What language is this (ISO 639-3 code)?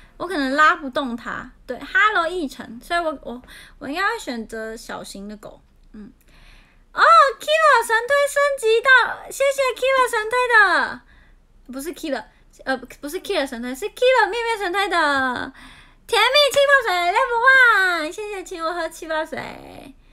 zho